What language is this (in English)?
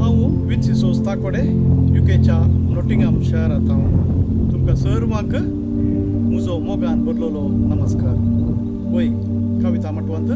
Konkani